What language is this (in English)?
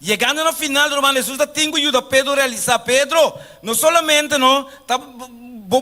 Papiamento